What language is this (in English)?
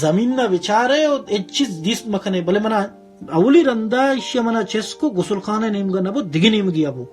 Baluchi